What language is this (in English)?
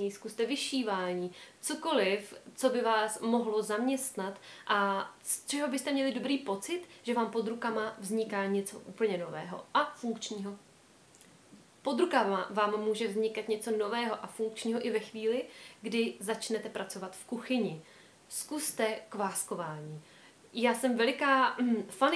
Czech